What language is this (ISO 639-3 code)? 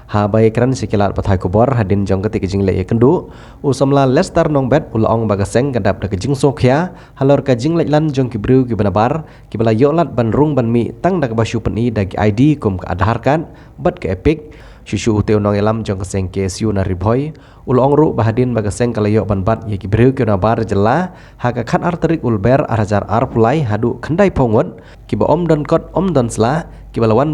kha